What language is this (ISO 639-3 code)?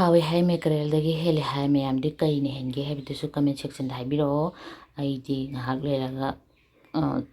mni